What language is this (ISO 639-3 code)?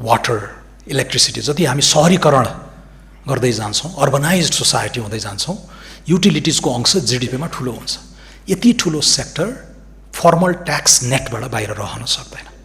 nep